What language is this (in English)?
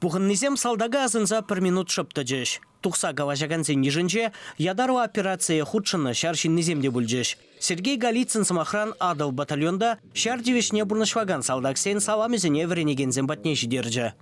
Chuvash